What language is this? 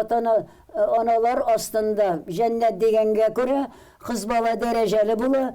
Tatar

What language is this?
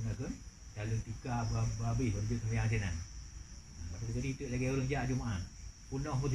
Achinese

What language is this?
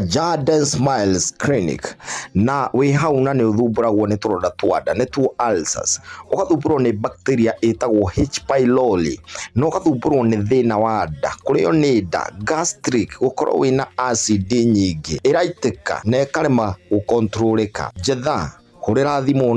Kikuyu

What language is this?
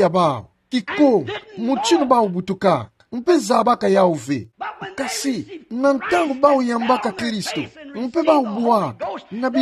Kituba (Democratic Republic of Congo)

